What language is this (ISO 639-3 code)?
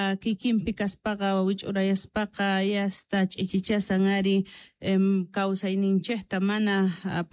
quh